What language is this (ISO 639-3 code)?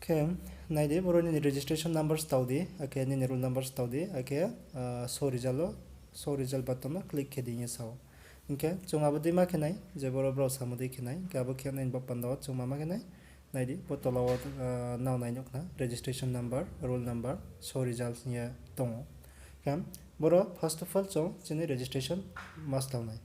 ria